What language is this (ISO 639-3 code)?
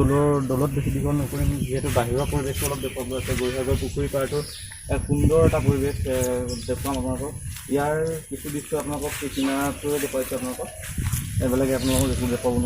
asm